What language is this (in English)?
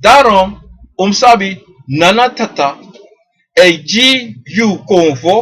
Sranan Tongo